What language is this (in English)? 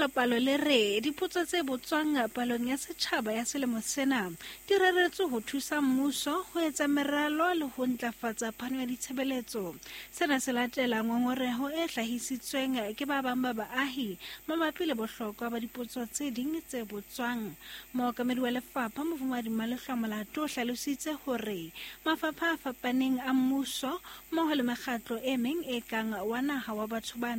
Southern Sotho